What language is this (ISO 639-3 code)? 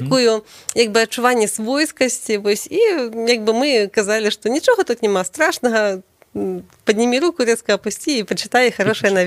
bel